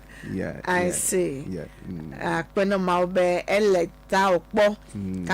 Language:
Ewe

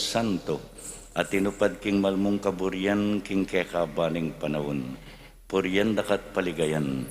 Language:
Pampanga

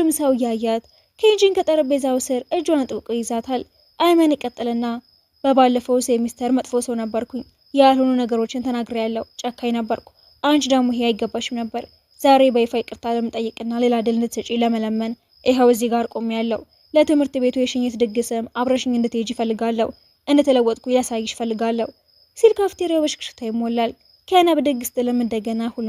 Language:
Amharic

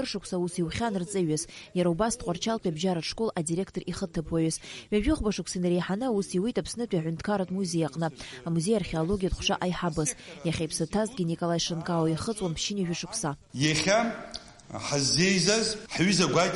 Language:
Abkhazian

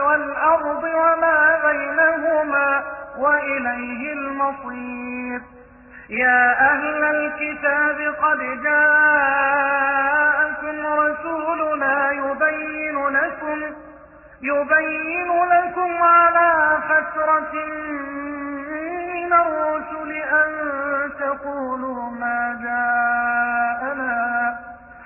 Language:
Arabic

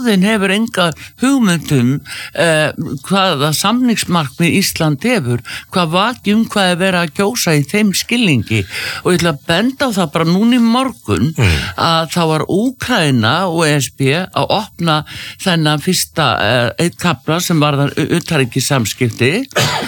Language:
Icelandic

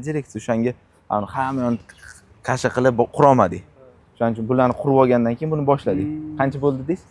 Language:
Uzbek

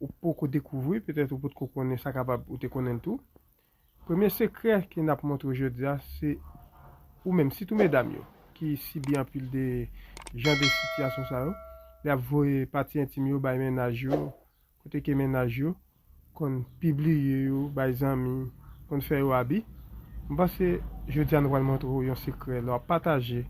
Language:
Haitian Creole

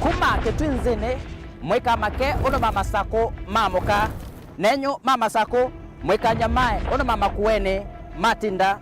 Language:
Kamba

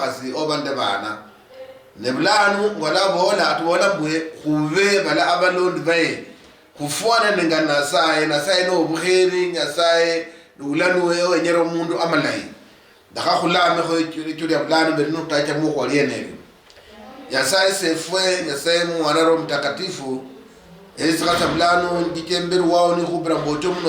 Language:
Luyia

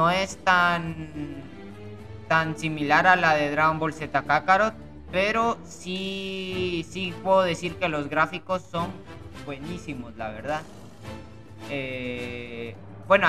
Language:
Spanish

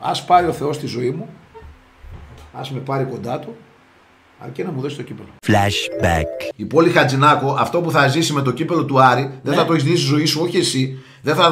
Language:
Greek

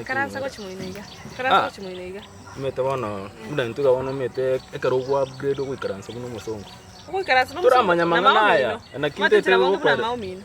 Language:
Gusii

